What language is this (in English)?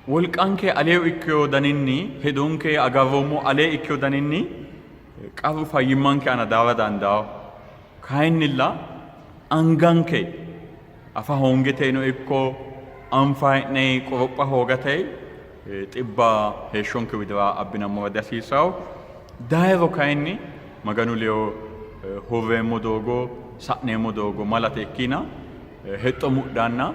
Sidamo